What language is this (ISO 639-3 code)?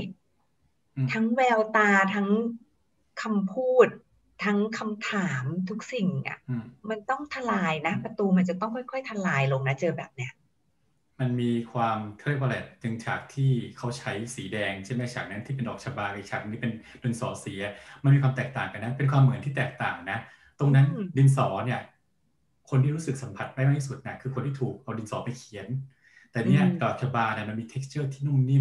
tha